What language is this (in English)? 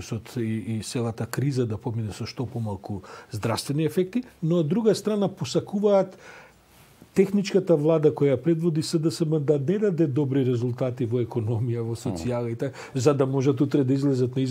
Macedonian